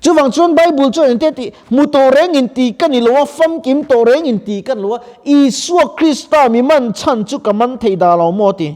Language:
Mizo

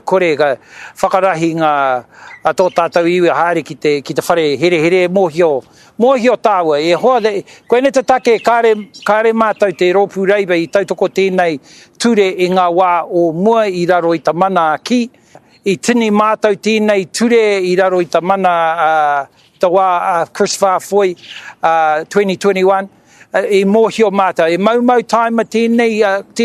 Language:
Māori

